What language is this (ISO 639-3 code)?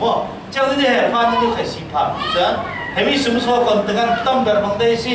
cfm